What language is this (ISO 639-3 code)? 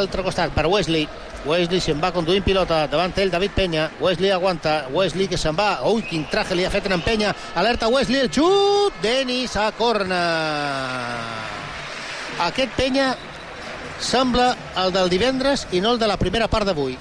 cat